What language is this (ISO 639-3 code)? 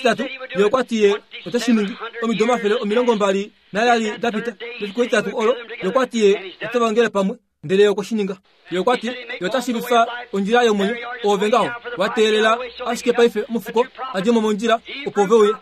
kua